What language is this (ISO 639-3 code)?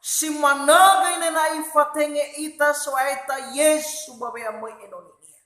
nia